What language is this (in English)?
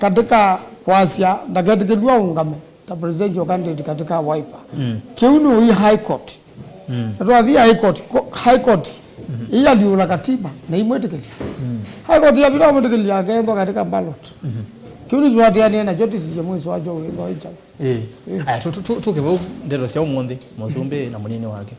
Kamba